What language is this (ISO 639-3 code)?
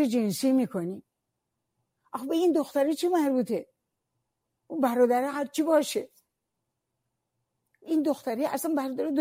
fas